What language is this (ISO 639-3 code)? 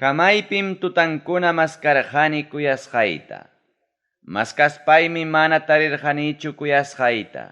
quy